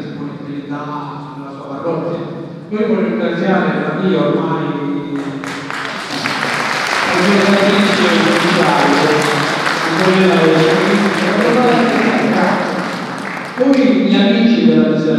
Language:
Italian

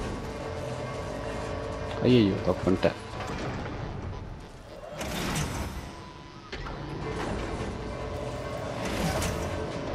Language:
Tamil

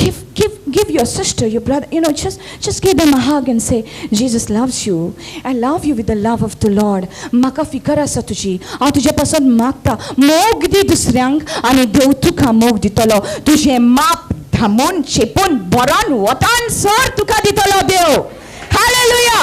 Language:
Konkani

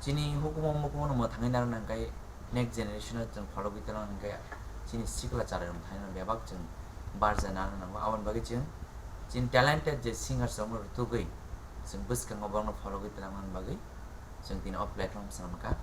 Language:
Kok Borok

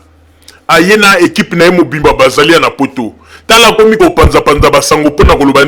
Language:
Lingala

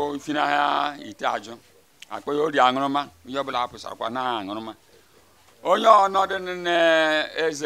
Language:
Igbo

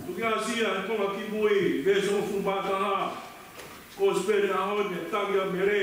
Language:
Tongan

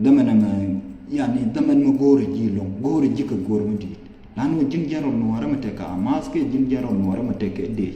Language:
Nuer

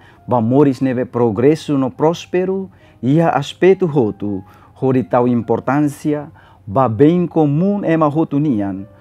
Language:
Tetum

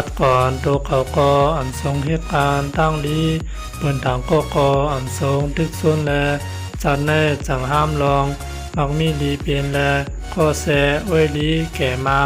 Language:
Shan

